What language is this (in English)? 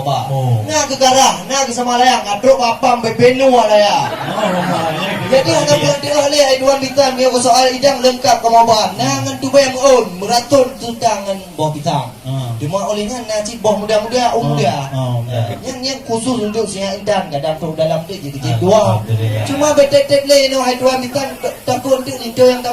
Achinese